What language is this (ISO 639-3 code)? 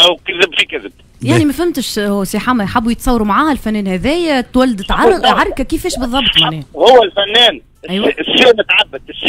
aeb